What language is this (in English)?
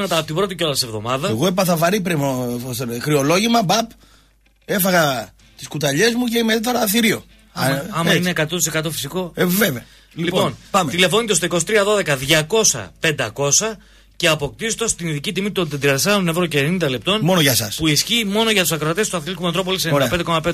Greek